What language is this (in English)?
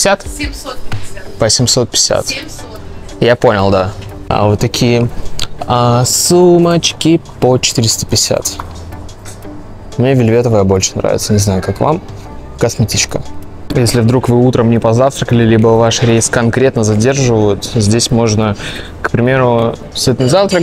Russian